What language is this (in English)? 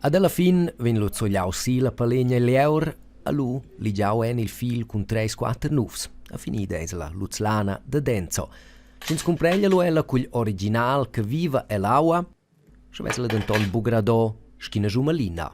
Romansh